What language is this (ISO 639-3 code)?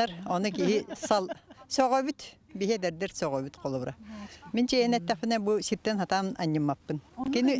sah